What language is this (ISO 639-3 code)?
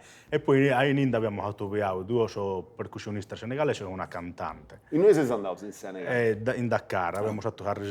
srd